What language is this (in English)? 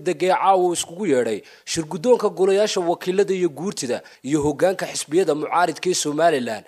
Somali